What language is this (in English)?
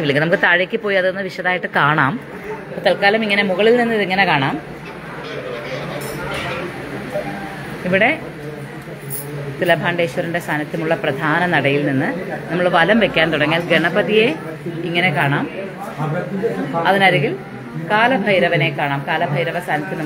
Malayalam